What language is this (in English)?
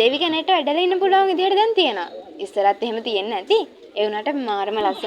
Sinhala